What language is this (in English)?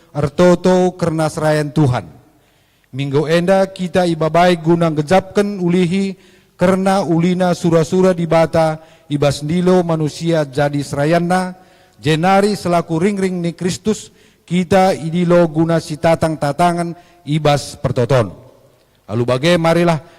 Batak Karo